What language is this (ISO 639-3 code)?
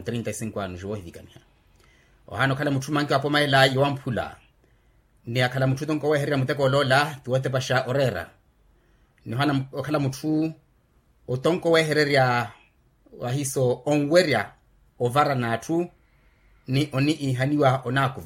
vmw